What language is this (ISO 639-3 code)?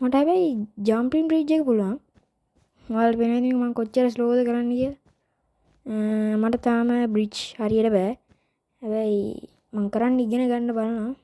sin